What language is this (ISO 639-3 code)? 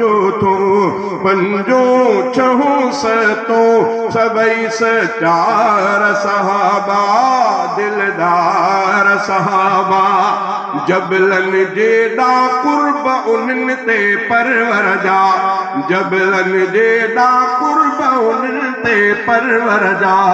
snd